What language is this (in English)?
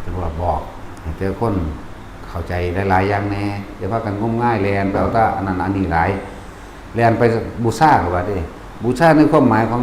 Northeastern Thai